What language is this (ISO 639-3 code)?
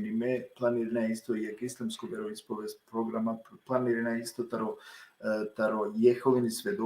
rmn